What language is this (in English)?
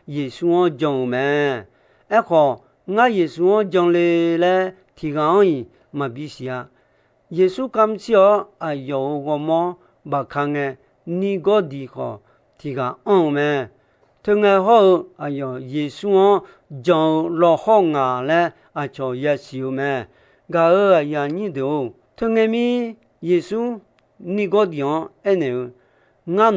Akha